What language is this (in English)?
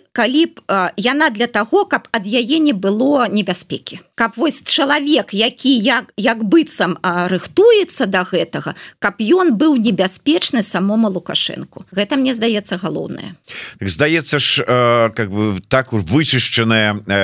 Belarusian